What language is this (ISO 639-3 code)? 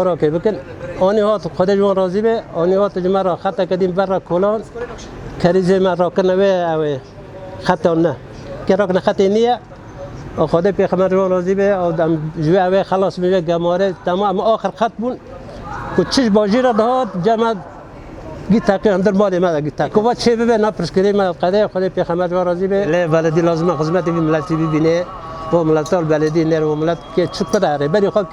kur